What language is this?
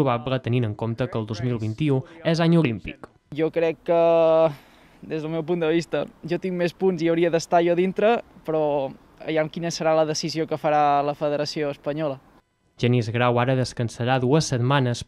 Catalan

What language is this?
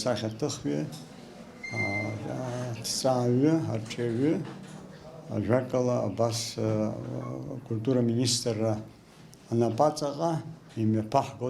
Abkhazian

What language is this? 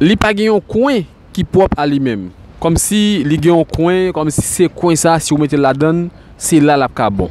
Haitian Creole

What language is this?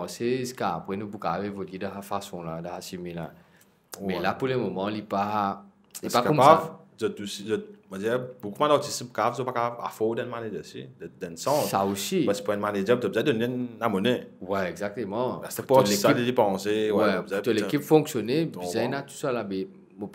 Morisyen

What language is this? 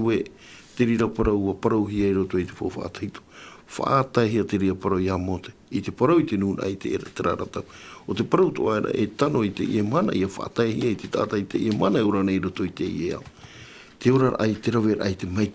Tahitian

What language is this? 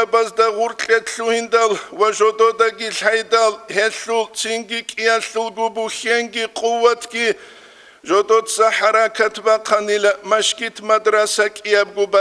Avaric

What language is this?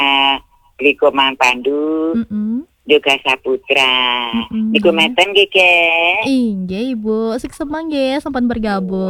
Balinese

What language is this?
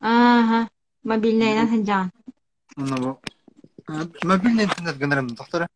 Yakut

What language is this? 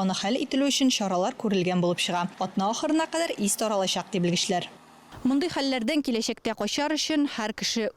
Tatar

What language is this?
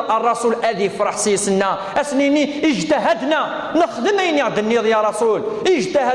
Kabyle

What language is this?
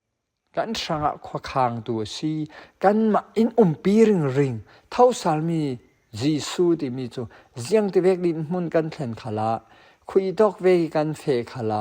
Falam Chin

